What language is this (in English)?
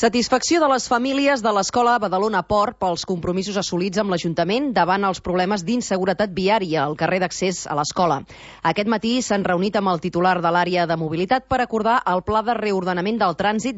Catalan